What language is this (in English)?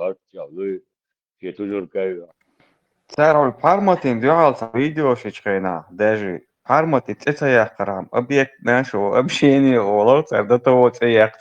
Chechen